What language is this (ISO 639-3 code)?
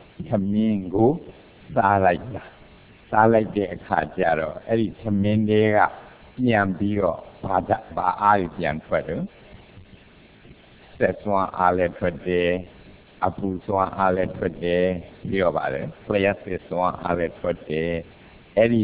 mya